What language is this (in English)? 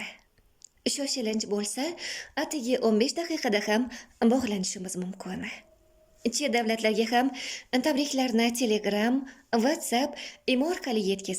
Uzbek